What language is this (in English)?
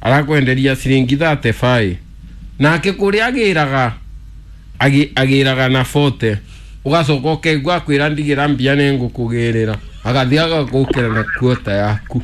Kikuyu